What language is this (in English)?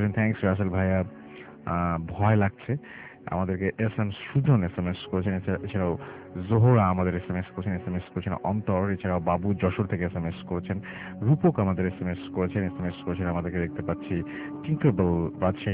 Bangla